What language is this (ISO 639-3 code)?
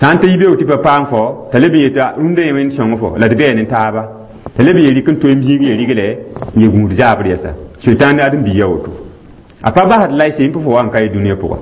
mos